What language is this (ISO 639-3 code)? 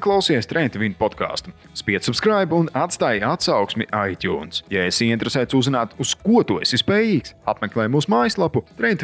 lav